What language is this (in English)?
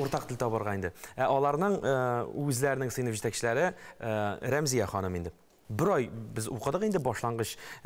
Tatar